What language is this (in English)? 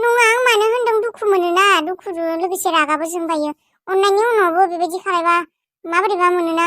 Bodo